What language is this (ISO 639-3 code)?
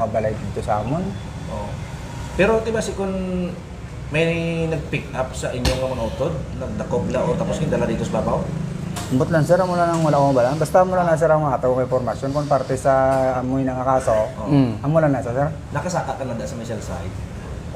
hil